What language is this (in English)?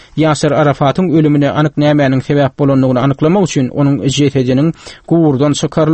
Turkmen